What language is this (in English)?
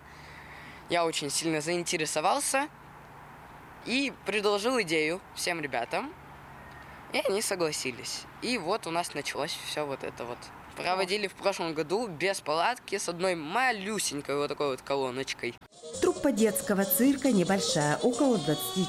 Russian